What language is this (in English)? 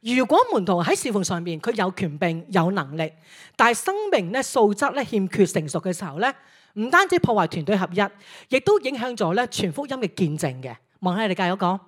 Cantonese